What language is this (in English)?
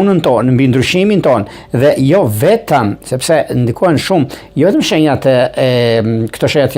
Albanian